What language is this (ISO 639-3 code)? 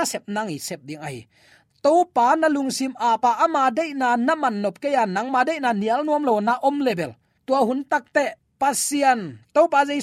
ctd